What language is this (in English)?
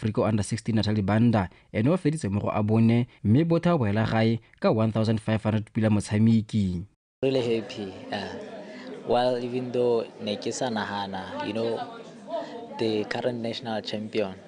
Tswana